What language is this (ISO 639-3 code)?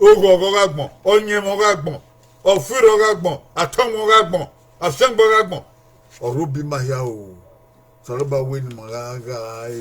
bin